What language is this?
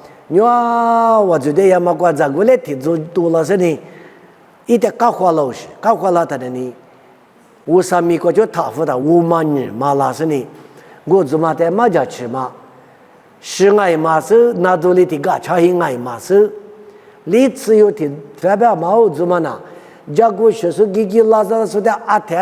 Lisu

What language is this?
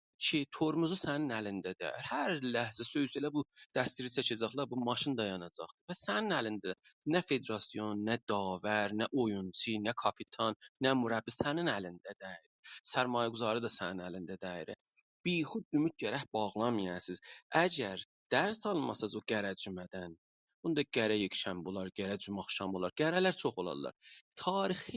South Azerbaijani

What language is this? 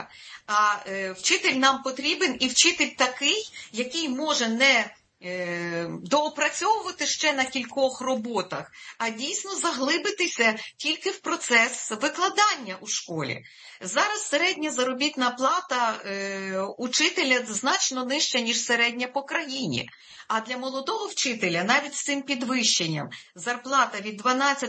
Ukrainian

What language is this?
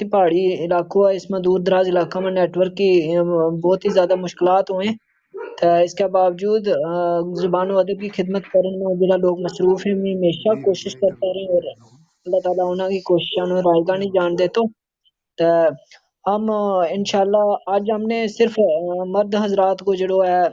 Gujari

